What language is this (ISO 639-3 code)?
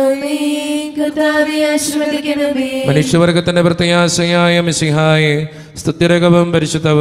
mal